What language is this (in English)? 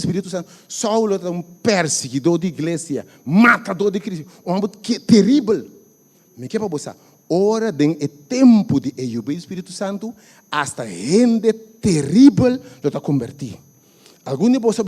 Papiamento